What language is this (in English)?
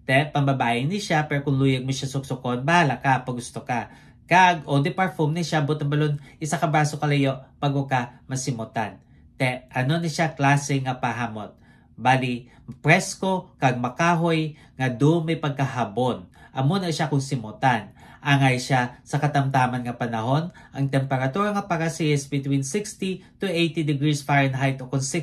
Hiligaynon